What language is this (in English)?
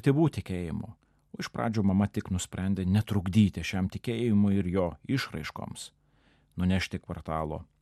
Lithuanian